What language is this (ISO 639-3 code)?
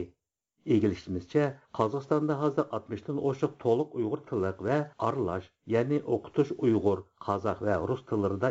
uig